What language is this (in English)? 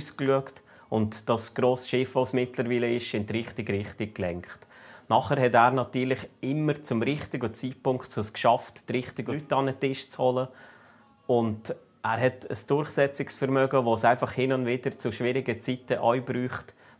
Swiss German